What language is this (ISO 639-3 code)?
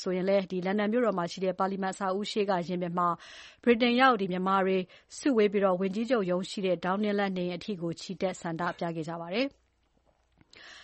mya